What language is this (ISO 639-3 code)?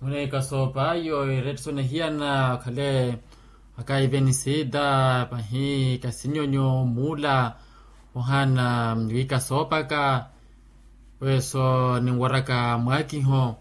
vmw